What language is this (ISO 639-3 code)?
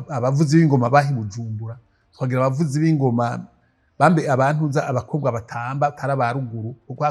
run